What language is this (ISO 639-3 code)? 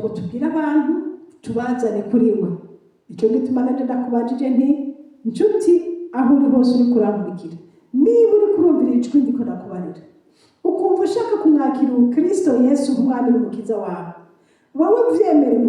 run